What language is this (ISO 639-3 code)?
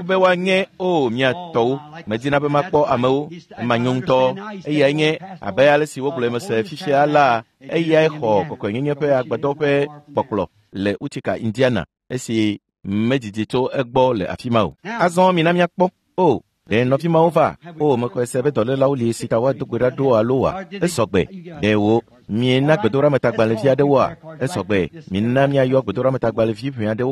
ewe